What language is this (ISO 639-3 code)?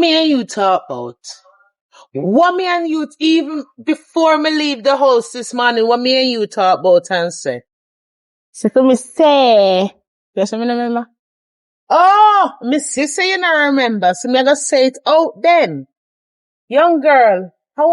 jam